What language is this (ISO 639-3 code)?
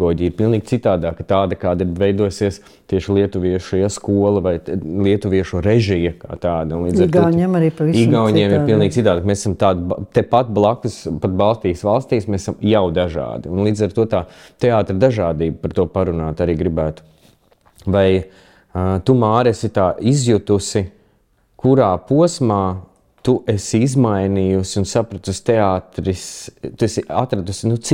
lav